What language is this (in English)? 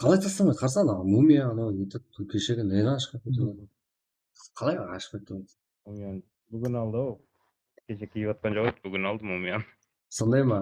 Kara-Kalpak